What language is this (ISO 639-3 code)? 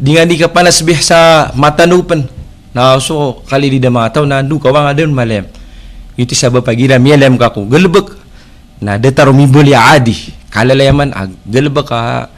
mrw